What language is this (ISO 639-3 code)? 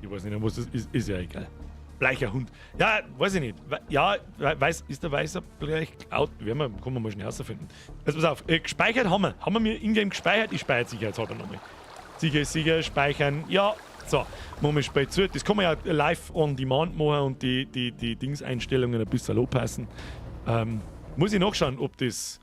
bar